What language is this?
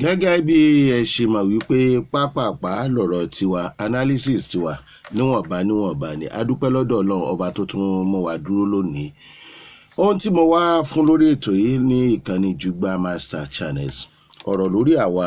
Yoruba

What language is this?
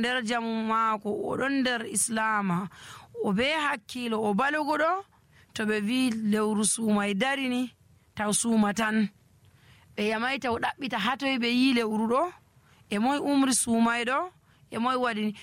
Nigerian Fulfulde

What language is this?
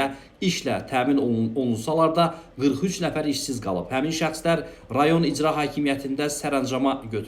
Azerbaijani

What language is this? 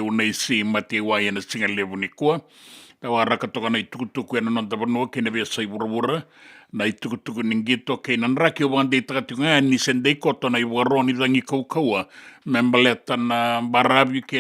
Fijian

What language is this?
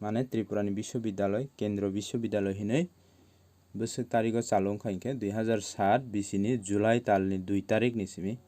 Kok Borok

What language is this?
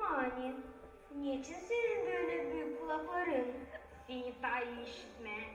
Gagauz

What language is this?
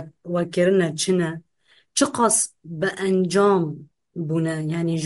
Kurdish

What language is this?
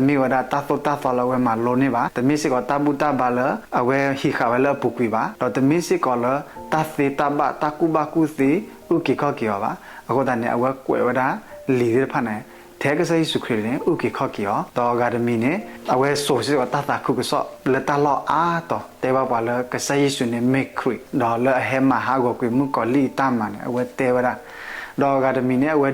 S'gaw Karen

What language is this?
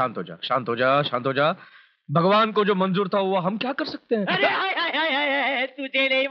Hindi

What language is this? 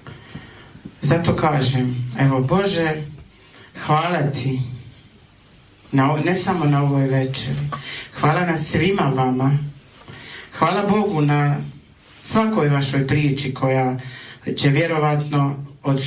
Croatian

